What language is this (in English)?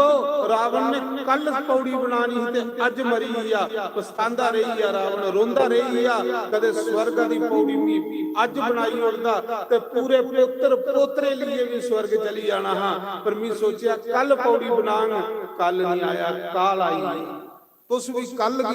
Dogri